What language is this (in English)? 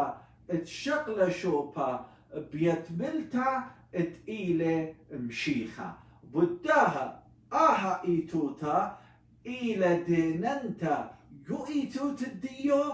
Assyrian Neo-Aramaic